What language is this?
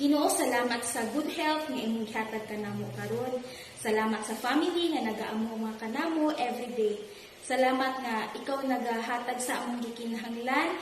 Cebuano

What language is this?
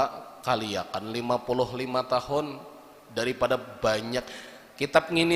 Banjar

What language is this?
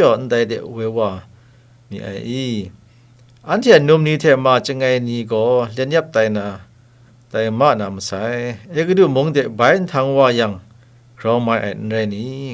Kachin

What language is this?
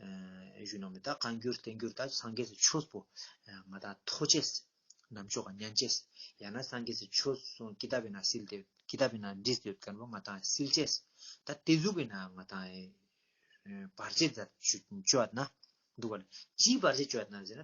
Ladakhi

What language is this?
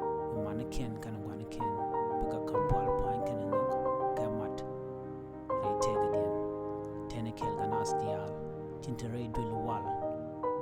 Nuer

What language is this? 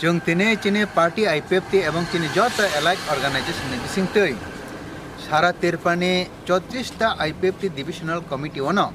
Kok Borok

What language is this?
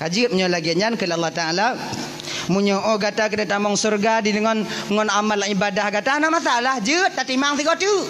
Achinese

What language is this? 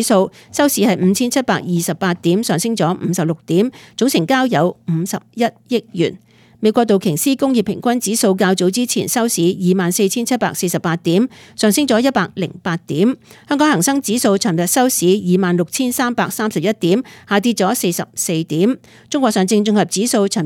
Cantonese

